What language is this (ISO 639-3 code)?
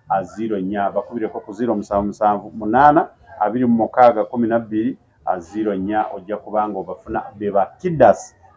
lug